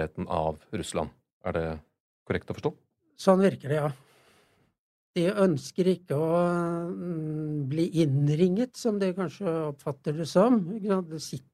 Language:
Norwegian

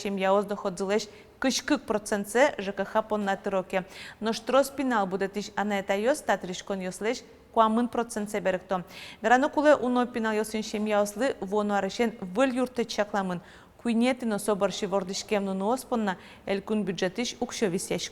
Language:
Udmurt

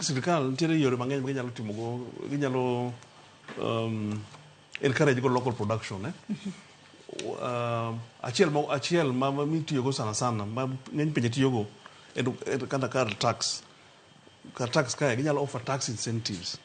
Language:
Luo (Kenya and Tanzania)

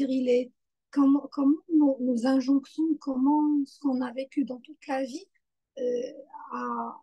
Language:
French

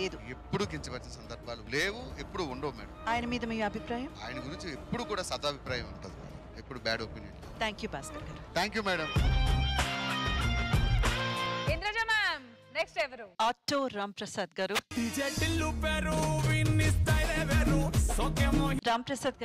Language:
Telugu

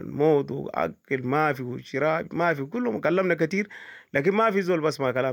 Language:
Sudanese Arabic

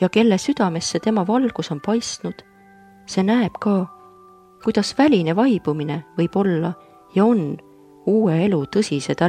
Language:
Estonian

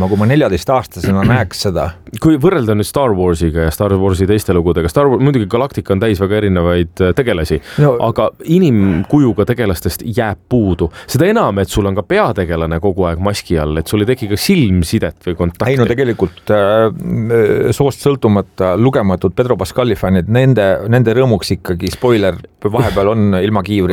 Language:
Estonian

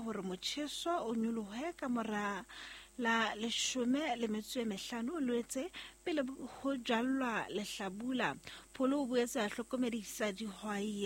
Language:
Southern Sotho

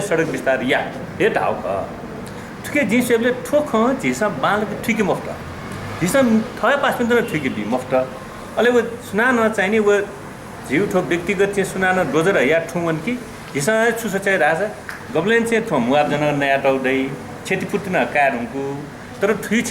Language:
Newari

